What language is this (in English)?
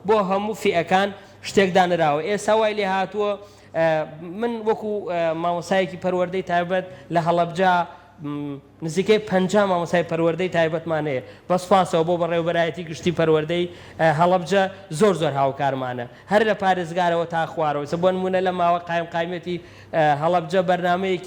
Central Kurdish